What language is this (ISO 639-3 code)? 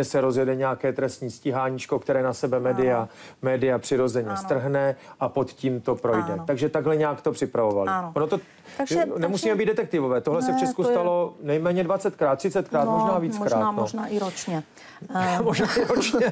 ces